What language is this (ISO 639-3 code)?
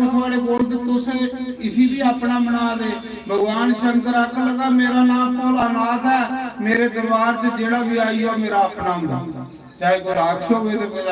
doi